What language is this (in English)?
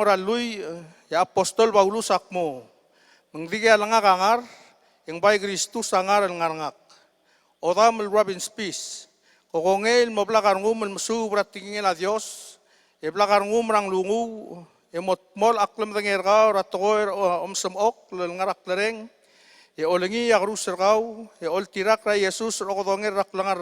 Palauan